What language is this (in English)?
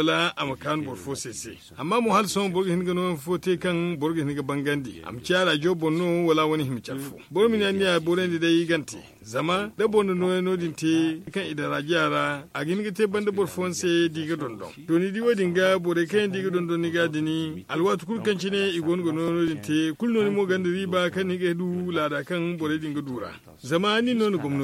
Zarma